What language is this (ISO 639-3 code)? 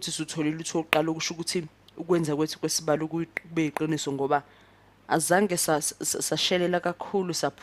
zul